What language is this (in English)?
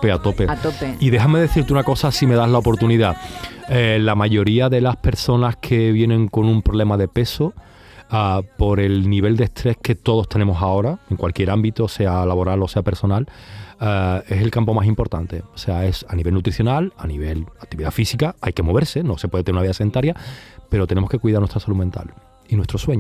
Spanish